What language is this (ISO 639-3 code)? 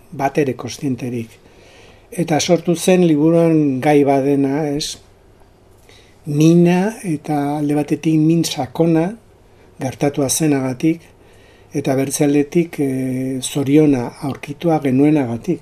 eus